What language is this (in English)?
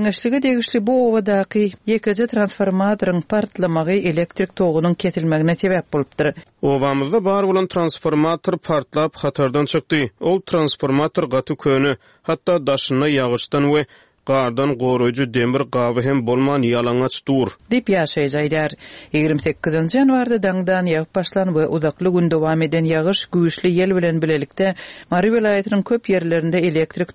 Turkmen